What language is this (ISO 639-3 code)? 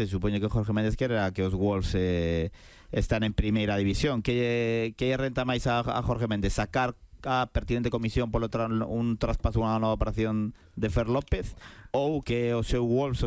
glg